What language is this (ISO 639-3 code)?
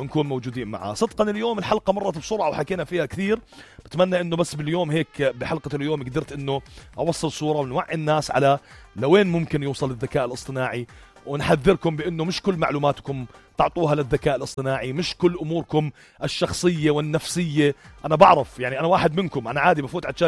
apc